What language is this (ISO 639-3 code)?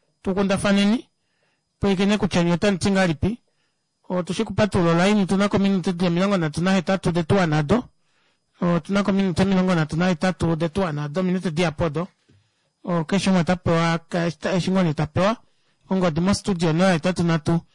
kua